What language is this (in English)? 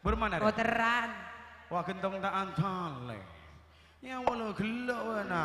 Madurese